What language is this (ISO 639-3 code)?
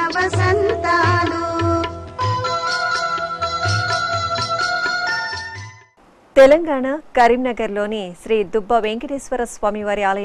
tel